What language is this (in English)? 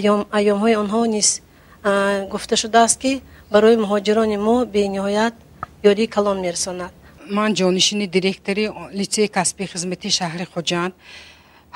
Tajik